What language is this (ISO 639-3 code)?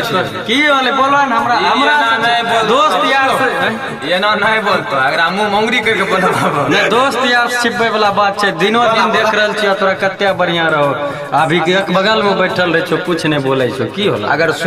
mai